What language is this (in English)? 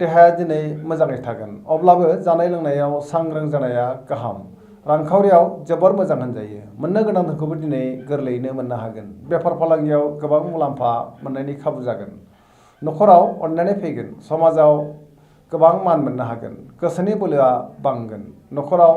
Bodo